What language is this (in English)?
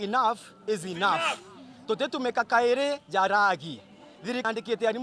Meru